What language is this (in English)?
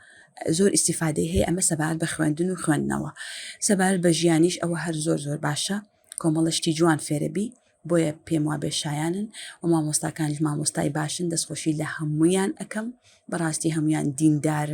Central Kurdish